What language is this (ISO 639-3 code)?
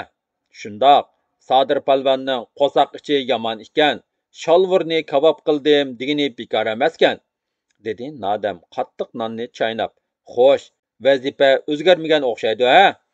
uig